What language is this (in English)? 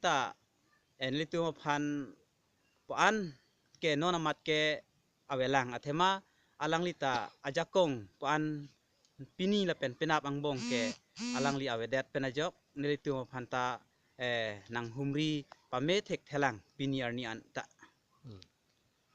Karbi